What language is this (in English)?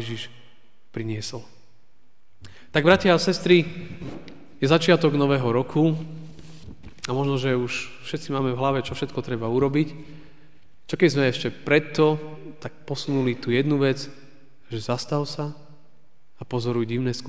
Slovak